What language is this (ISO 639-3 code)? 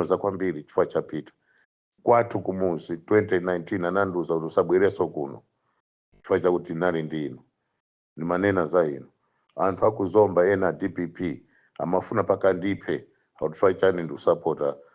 nya